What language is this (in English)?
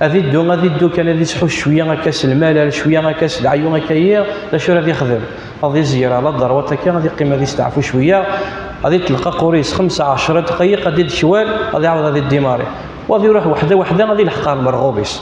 Kabyle